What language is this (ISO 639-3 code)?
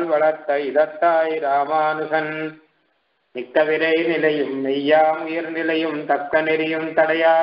tam